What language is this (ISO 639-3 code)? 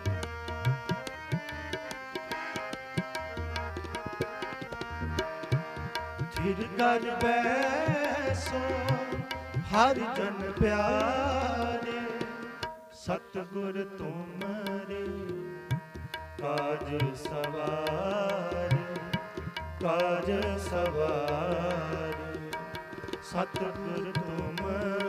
pan